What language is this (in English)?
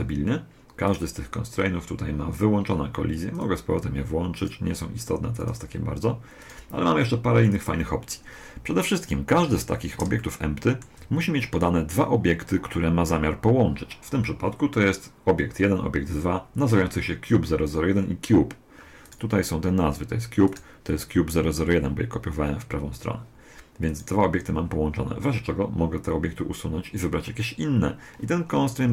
Polish